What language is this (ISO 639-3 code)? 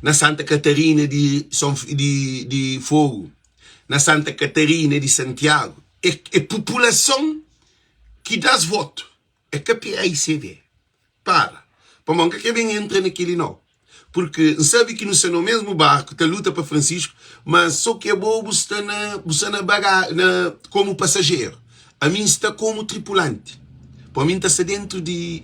kea